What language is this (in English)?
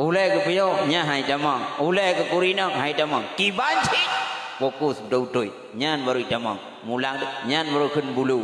Achinese